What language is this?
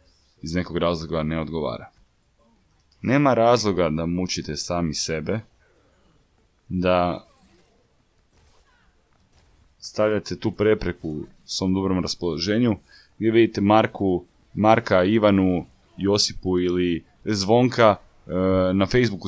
Croatian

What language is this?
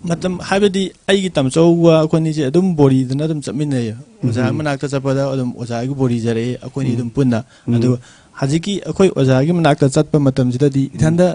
Manipuri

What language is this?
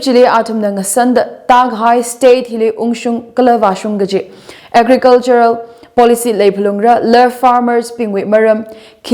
Tangkhul Naga (India)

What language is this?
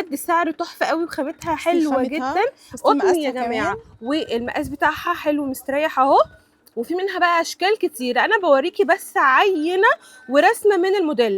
Egyptian Arabic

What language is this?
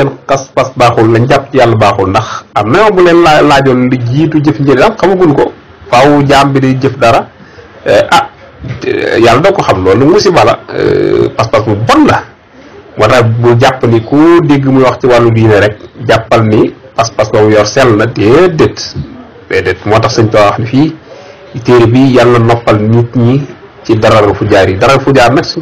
Wolof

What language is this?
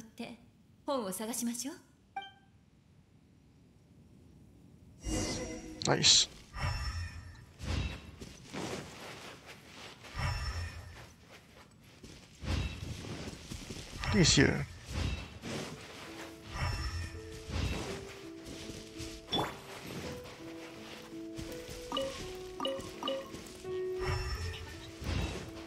Japanese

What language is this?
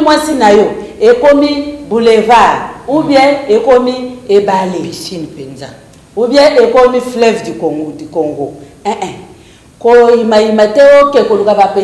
Lingala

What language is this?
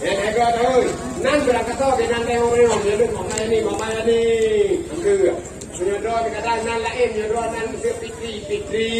Achinese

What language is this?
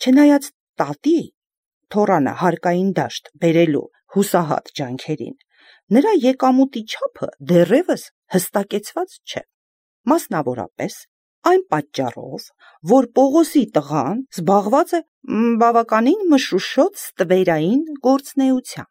Armenian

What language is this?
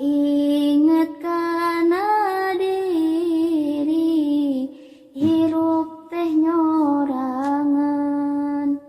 Sundanese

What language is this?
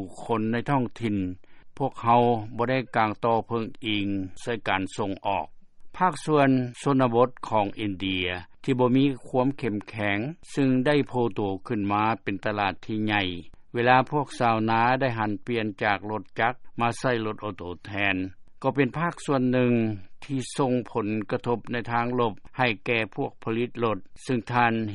Lao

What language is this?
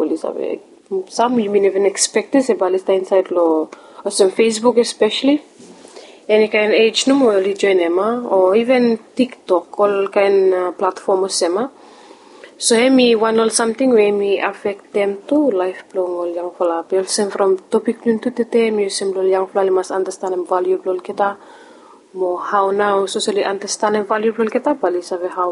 Bislama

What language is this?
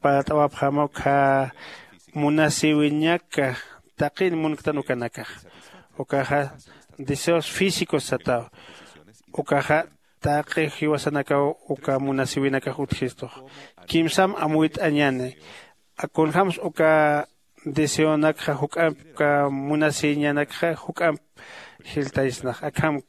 Aymara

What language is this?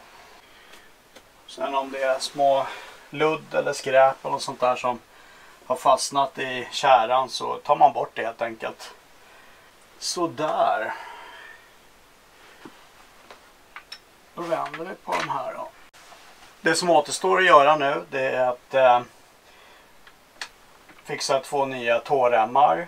Swedish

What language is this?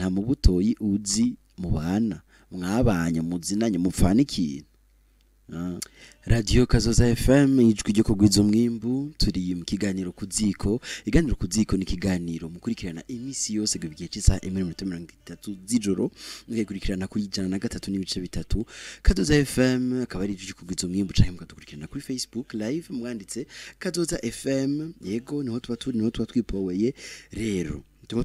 Rundi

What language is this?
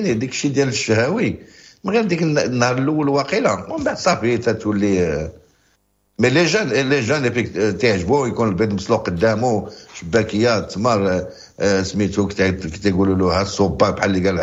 Moroccan Arabic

